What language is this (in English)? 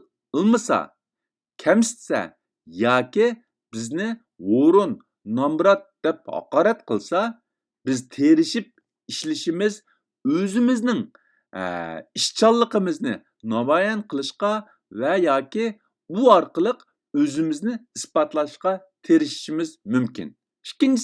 Uyghur